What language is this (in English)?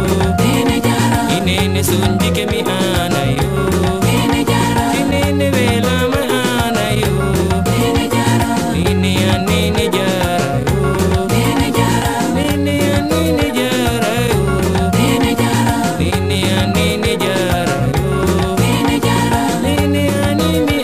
Ngäbere